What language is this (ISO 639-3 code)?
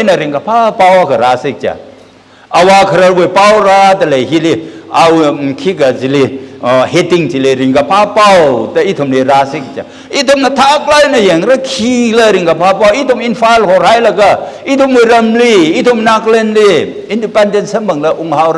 nmf